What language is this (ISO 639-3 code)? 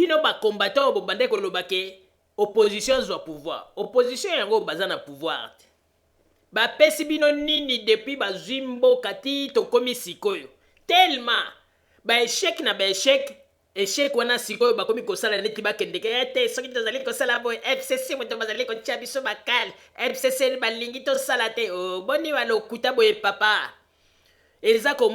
lin